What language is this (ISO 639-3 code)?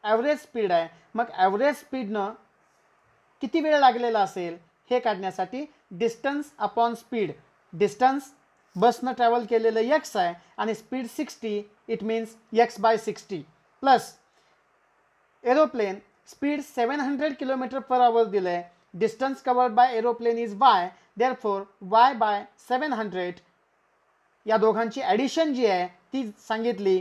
mar